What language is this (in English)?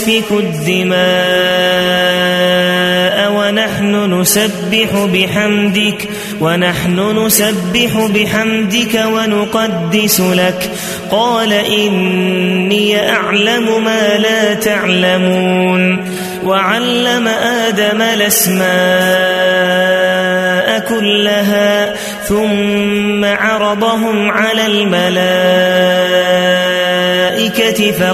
Arabic